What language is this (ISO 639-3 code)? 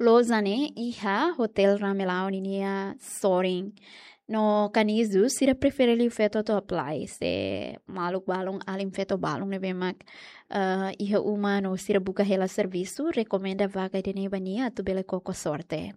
tet